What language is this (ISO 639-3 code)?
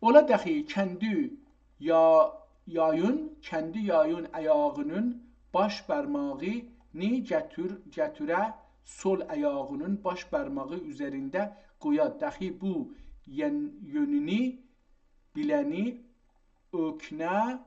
azb